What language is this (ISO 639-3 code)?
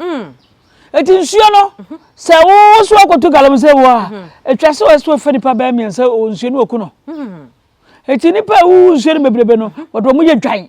aka